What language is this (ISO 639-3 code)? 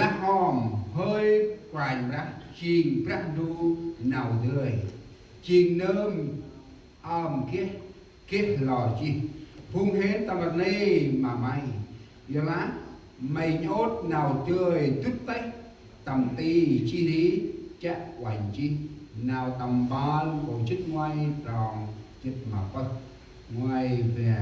cmo